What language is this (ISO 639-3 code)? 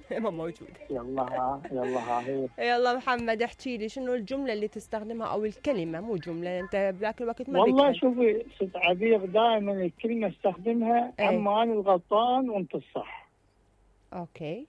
acm